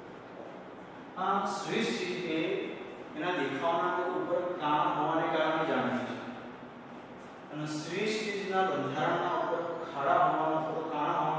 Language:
Gujarati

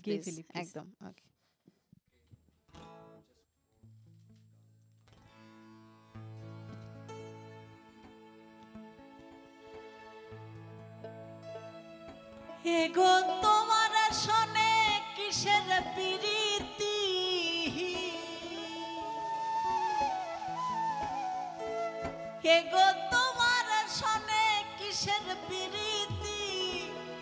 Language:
Bangla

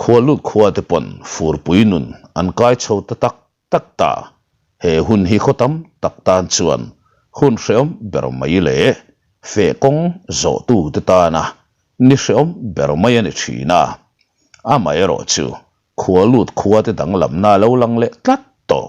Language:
Mizo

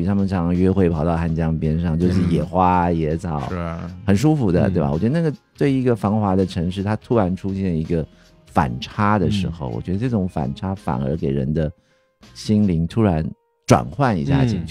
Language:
Chinese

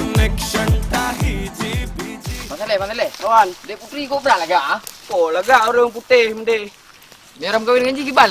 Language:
Achinese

